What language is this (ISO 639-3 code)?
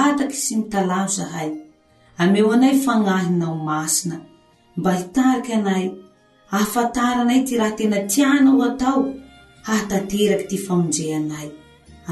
mlg